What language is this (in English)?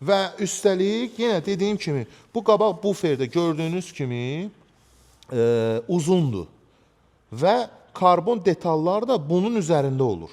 Azerbaijani